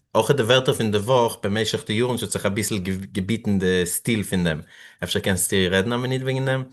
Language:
Yiddish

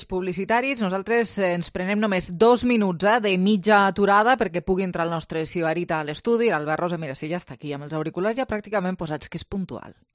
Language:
Catalan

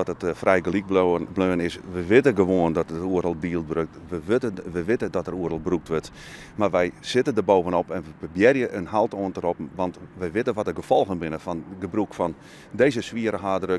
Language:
Western Frisian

